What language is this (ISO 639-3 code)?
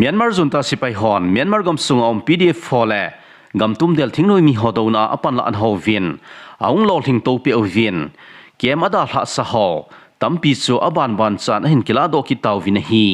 tcz